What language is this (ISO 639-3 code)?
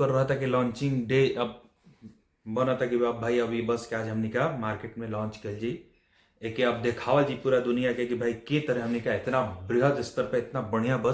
bho